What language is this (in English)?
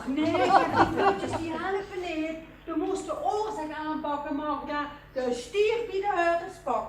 Limburgish